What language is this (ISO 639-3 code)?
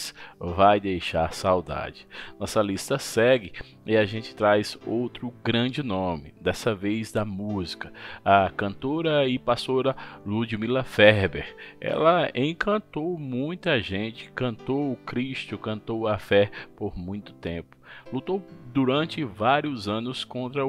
por